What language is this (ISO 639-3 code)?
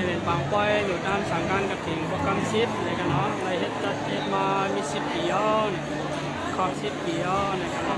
shn